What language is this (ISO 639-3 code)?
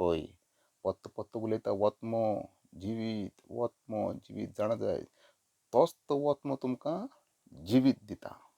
kok